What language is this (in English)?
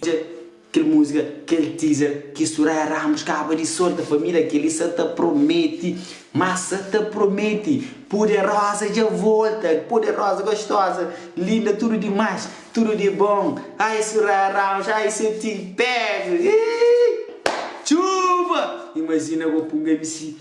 Kabuverdianu